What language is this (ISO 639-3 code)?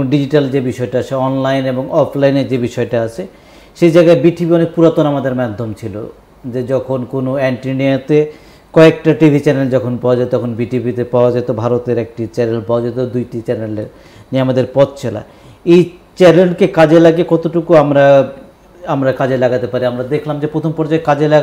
ben